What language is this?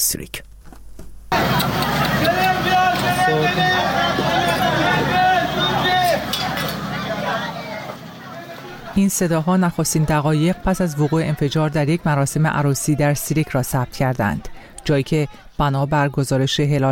Persian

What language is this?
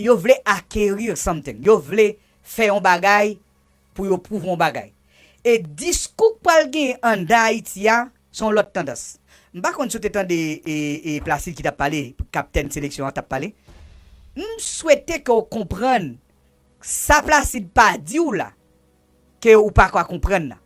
Haitian Creole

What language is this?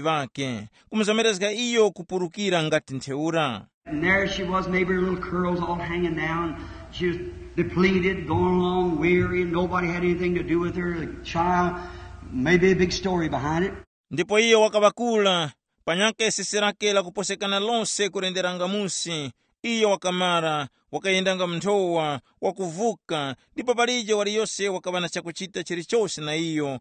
Tumbuka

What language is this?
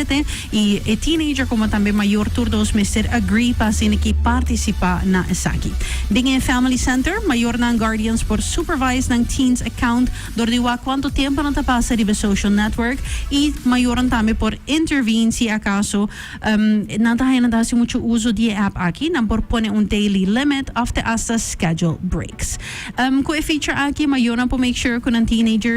Papiamento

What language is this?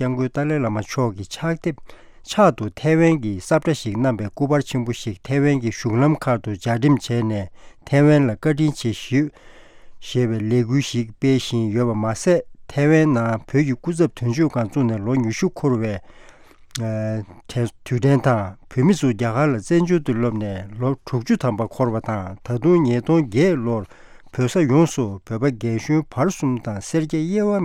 Tibetan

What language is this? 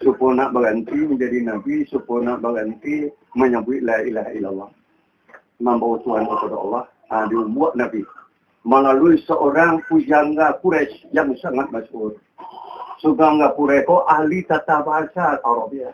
Minangkabau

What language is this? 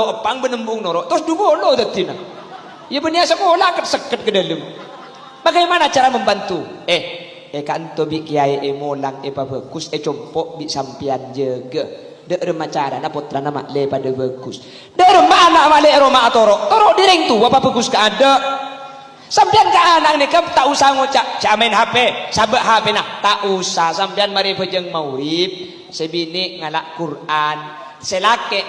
Madurese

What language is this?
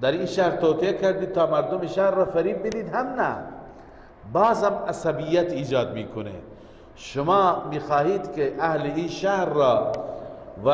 Persian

